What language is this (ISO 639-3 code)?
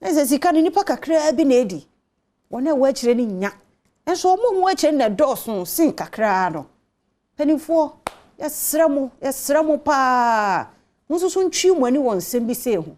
aka